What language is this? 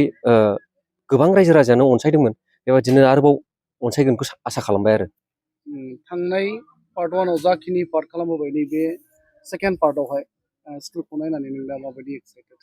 Bodo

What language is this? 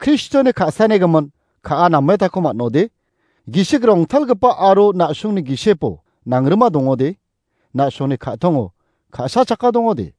Garo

